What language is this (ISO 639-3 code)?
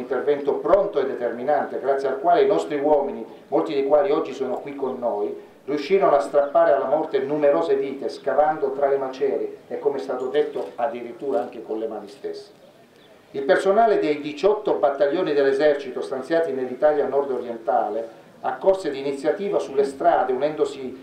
ita